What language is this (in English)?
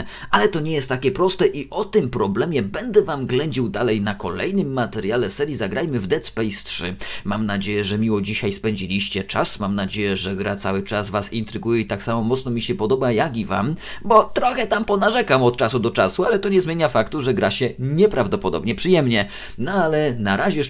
Polish